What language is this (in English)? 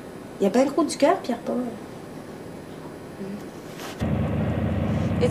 French